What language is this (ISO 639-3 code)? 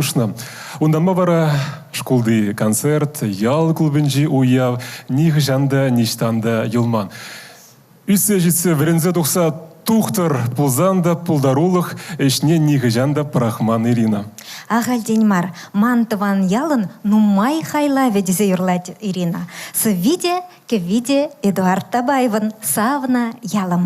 chv